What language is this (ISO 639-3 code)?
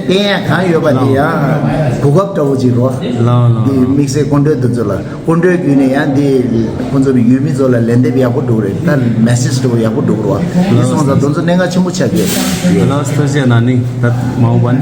bod